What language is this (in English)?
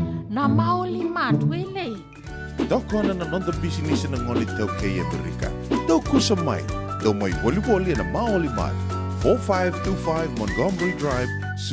Fijian